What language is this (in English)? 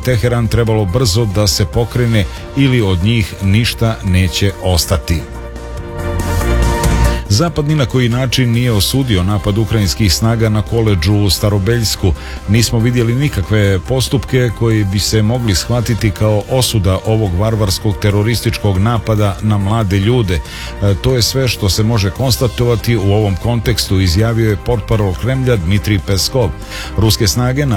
Serbian